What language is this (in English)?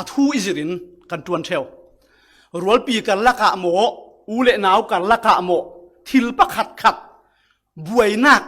Falam Chin